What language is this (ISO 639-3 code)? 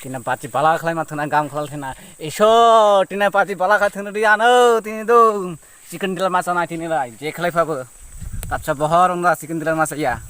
trp